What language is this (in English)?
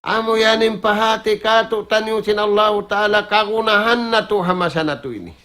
Tausug